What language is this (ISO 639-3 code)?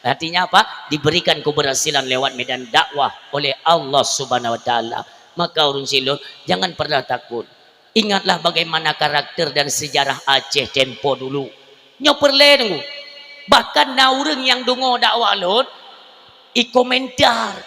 ace